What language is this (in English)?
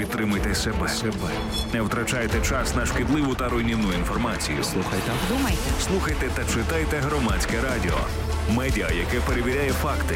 Ukrainian